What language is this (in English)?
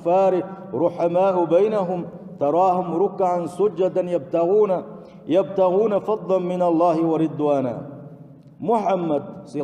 Chechen